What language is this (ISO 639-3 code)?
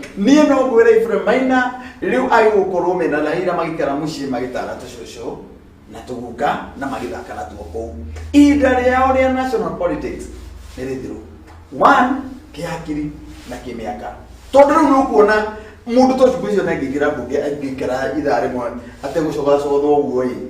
kik